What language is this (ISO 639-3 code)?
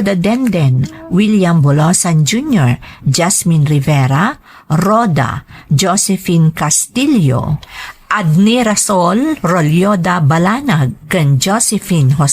ilo